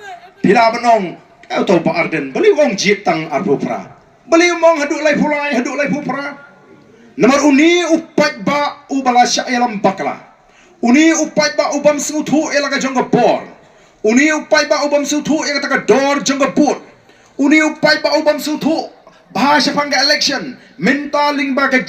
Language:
Khasi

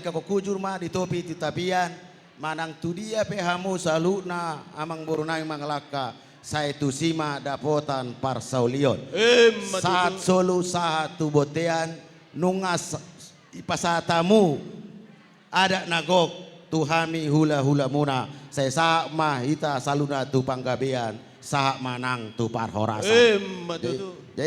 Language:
Batak Toba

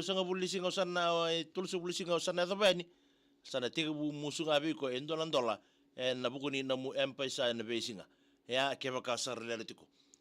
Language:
Fijian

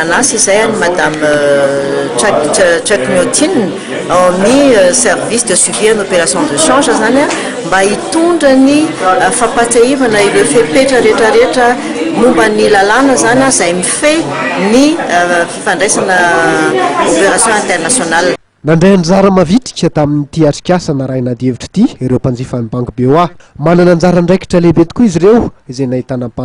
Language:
Malagasy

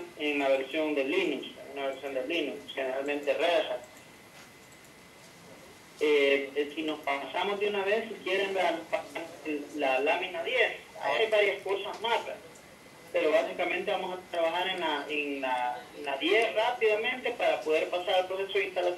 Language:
Spanish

